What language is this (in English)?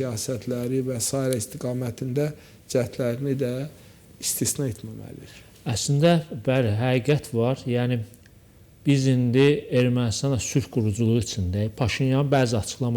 Azerbaijani